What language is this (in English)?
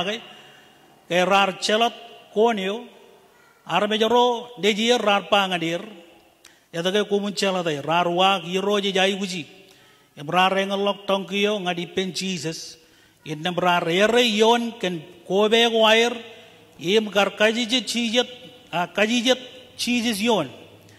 Marshallese